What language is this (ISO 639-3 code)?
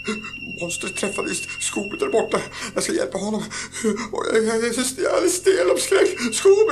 swe